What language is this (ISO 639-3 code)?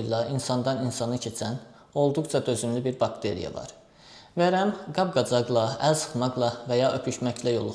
aze